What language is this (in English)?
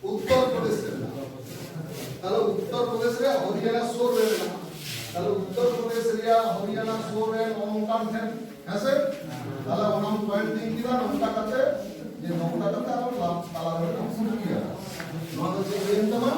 Santali